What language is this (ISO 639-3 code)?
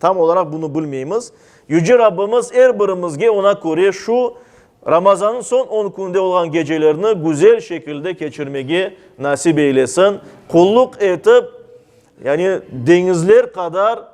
crh